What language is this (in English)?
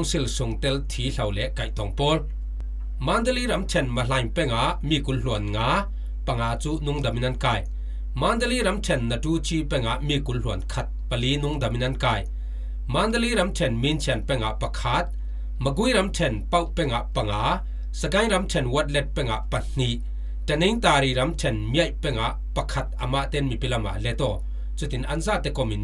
Falam Chin